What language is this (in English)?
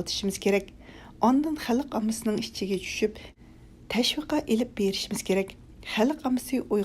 Uyghur